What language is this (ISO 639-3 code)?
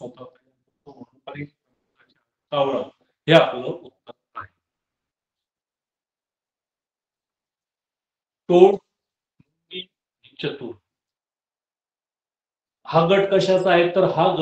mar